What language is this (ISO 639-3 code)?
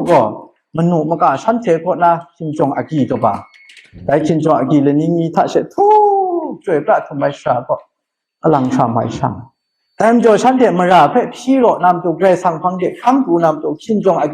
kac